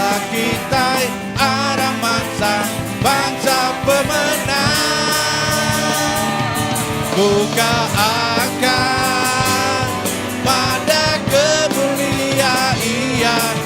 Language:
Iban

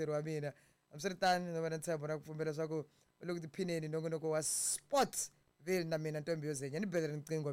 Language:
Tsonga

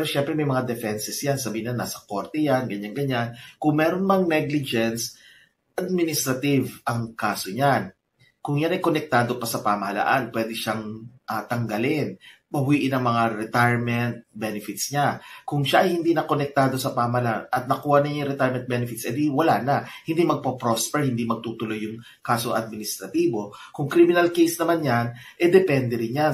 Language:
Filipino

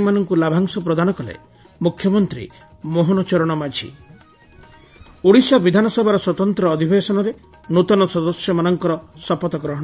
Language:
Odia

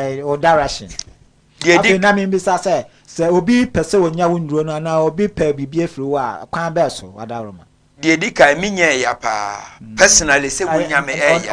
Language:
Akan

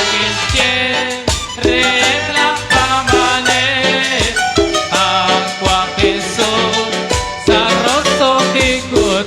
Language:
Kekchí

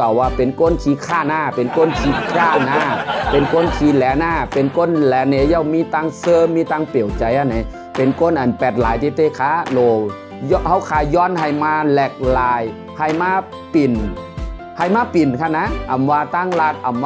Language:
Shan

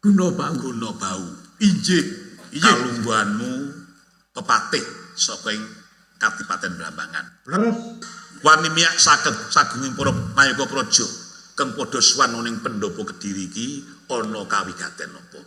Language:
Javanese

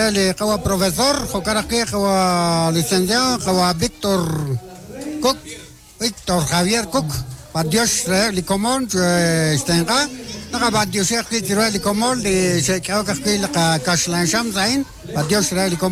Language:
Kekchí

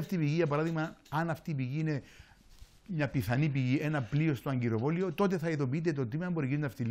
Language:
Greek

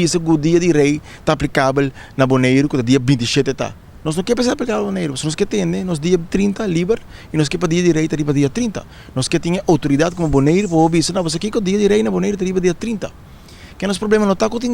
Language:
Papiamento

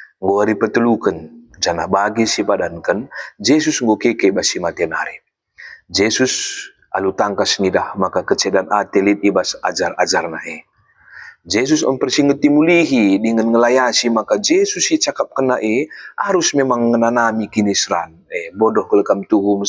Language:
Batak Karo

